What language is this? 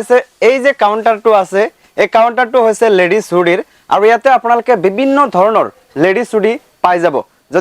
Assamese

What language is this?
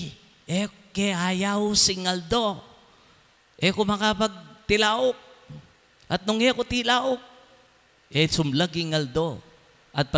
Pampanga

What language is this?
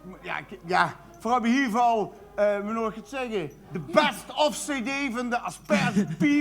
Limburgish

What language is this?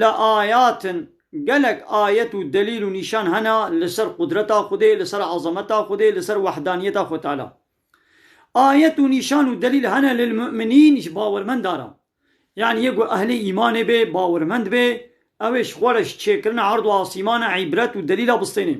Kurdish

